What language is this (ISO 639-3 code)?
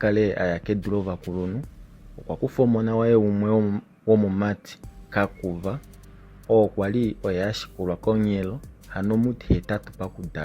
kua